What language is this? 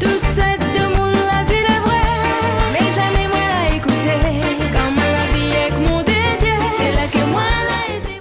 Réunion Creole French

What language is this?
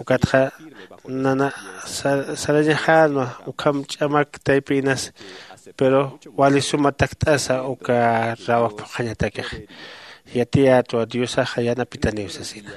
Aymara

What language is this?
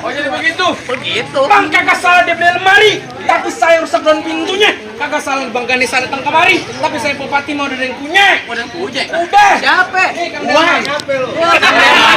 Betawi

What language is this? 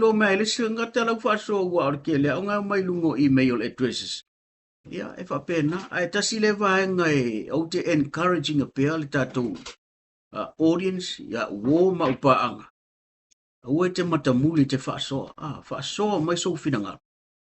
Samoan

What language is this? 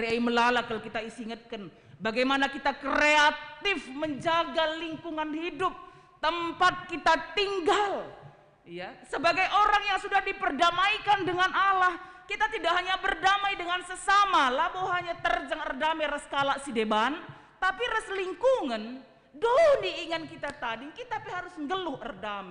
Batak Karo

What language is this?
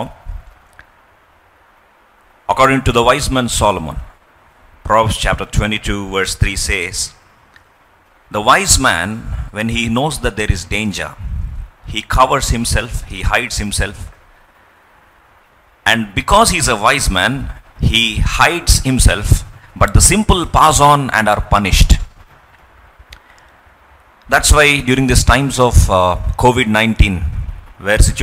English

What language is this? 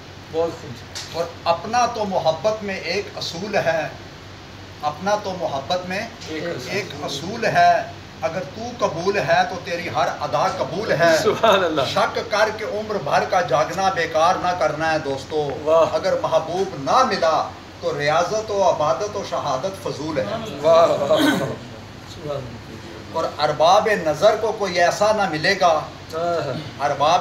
Urdu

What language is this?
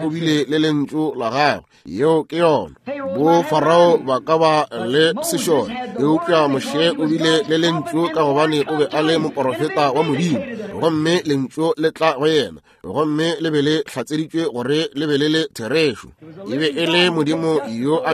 Northern Sotho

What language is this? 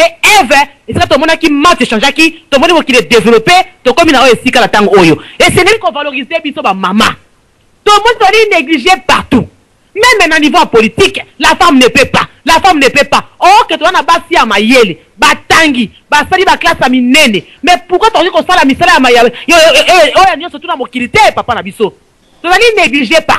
Lingala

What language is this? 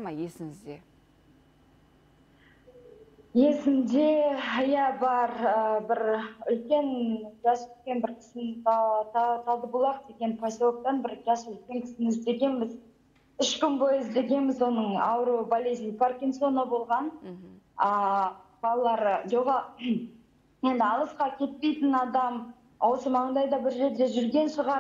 Kazakh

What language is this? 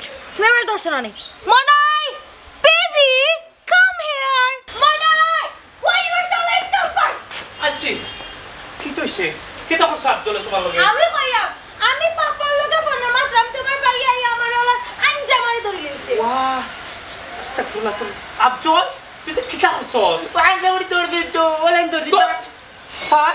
Sylheti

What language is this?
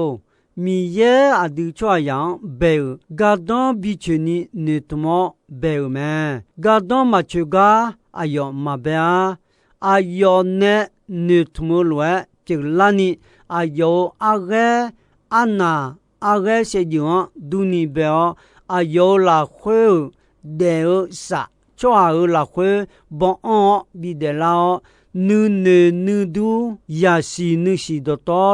Akha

